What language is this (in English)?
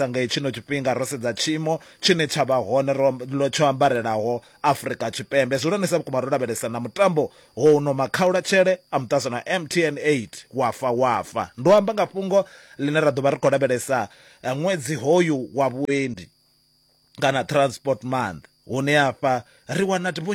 Venda